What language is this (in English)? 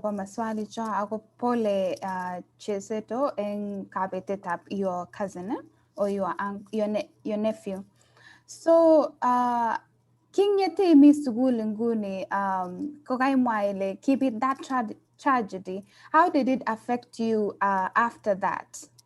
Kalenjin